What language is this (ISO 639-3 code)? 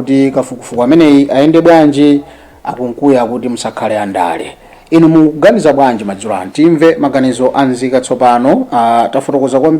nya